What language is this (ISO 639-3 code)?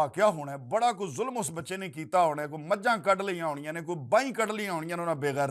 lah